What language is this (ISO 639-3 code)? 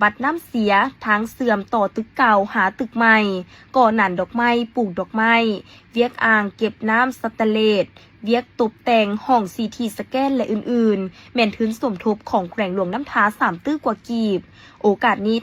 lao